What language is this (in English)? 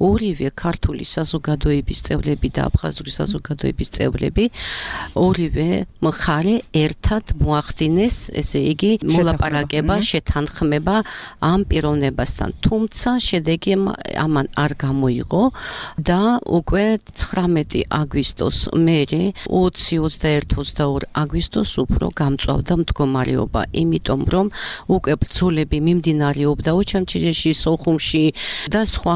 Georgian